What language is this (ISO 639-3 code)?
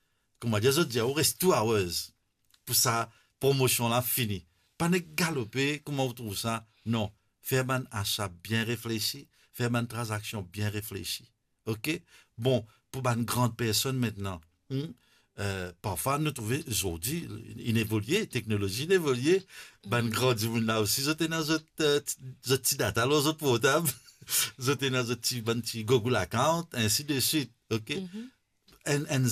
mfe